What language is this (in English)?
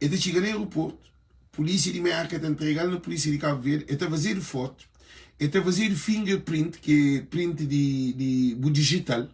Kabuverdianu